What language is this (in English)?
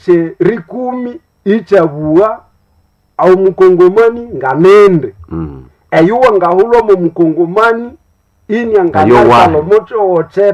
Nande